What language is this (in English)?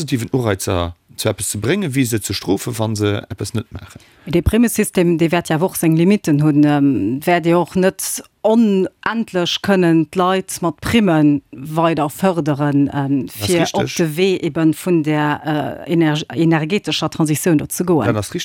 Luxembourgish